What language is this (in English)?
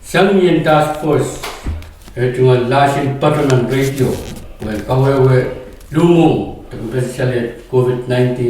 Pohnpeian